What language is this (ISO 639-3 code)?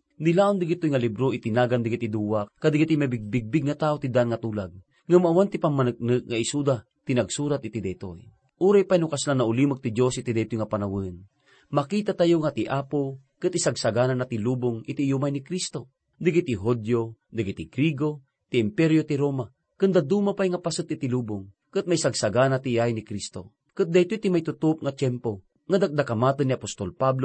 ilo